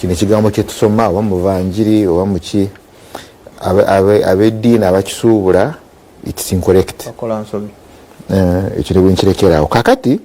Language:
Ganda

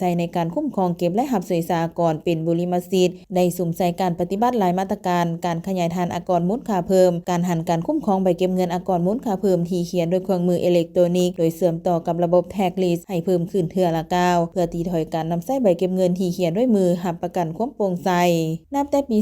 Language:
Lao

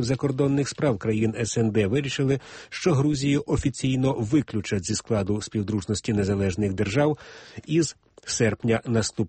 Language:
Ukrainian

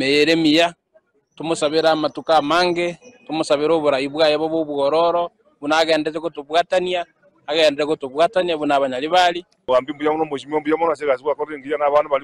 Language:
Gusii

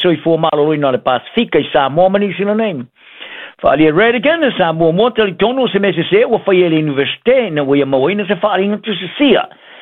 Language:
Samoan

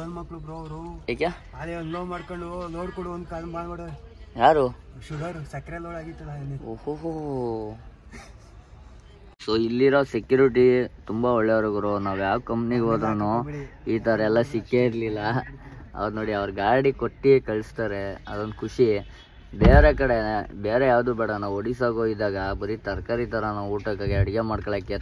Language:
Kannada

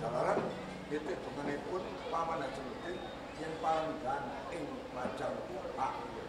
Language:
Javanese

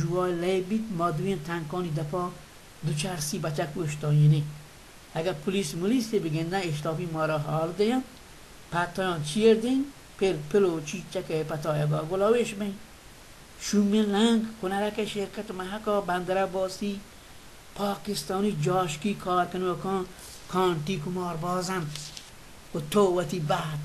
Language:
Baluchi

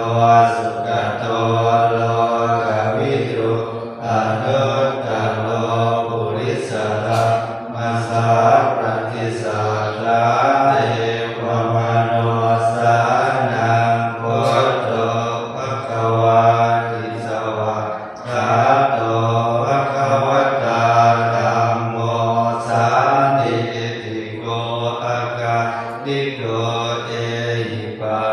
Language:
Pali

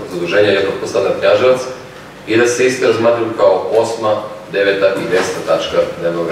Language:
Serbian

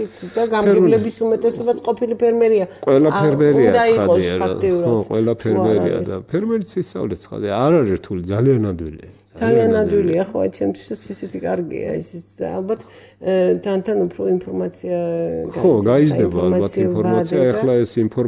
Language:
Georgian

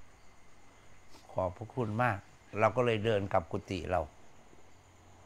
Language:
Thai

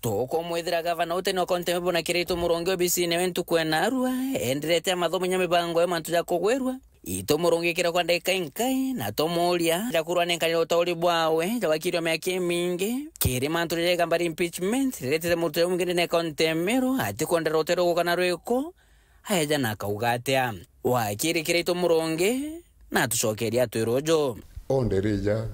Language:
Meru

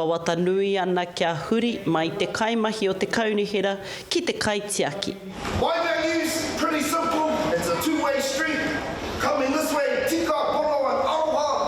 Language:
Māori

